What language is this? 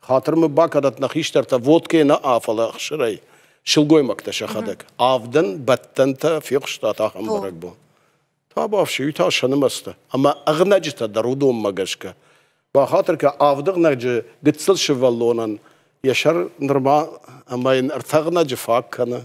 Ossetic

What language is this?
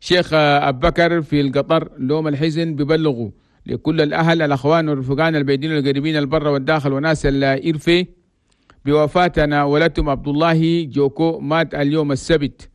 Chadian Arabic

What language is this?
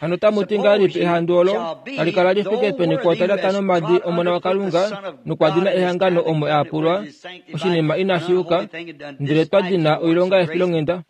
Kuanyama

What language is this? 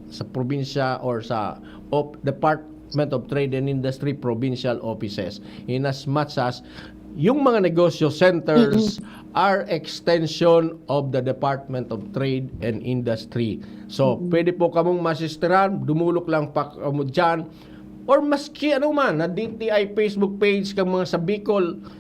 Bikol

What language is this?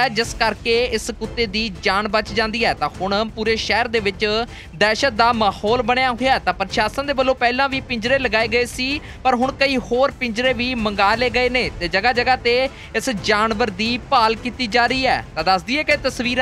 Punjabi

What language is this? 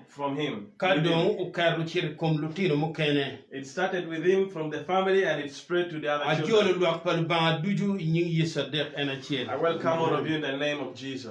Acoli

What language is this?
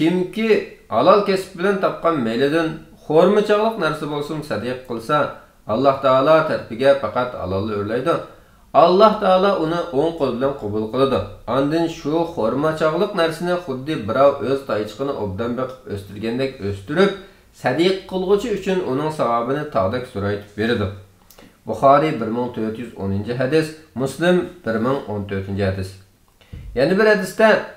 Uyghur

